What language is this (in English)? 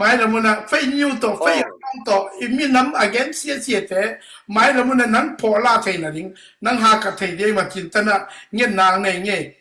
Tedim Chin